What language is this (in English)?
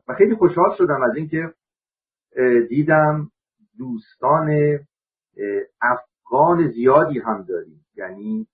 Persian